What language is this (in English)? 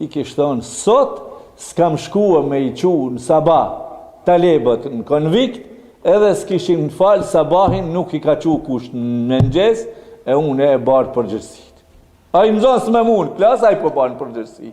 Albanian